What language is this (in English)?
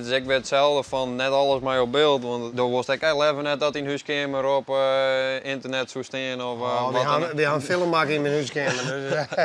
Western Frisian